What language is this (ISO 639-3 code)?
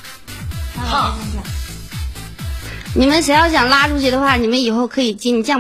zho